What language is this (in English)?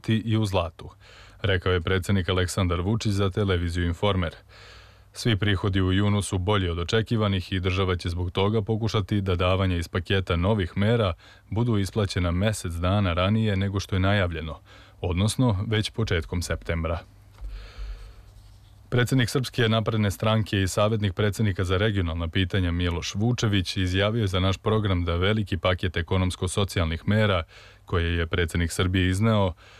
Serbian